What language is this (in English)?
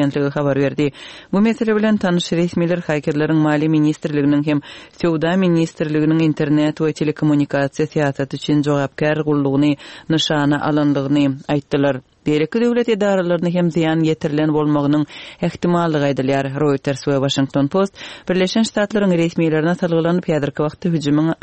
Turkmen